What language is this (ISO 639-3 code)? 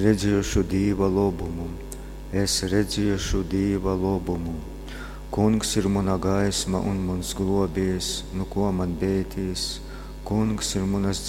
ltg